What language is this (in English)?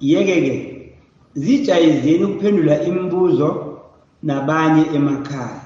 South Ndebele